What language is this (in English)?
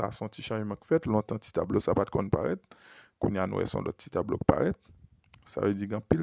Haitian Creole